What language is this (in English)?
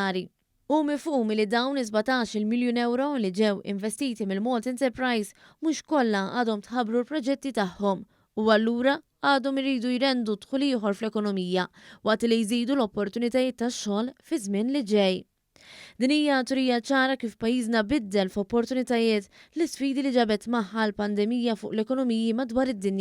Maltese